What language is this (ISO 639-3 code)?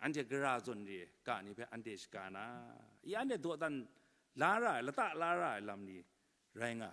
kac